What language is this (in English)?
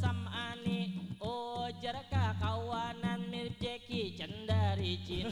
Banjar